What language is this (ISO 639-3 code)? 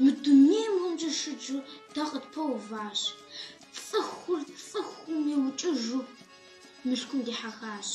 kbd